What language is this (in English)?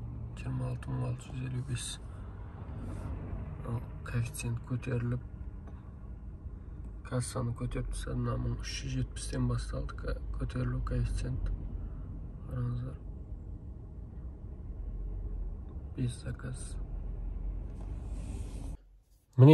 Kazakh